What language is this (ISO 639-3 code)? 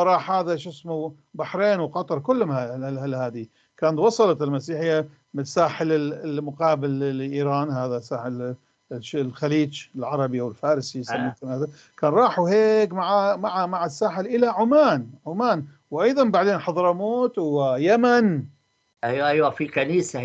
apc